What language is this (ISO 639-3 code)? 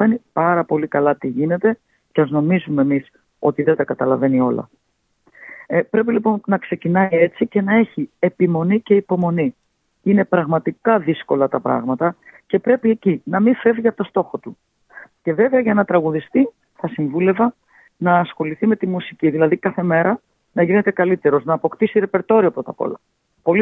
ell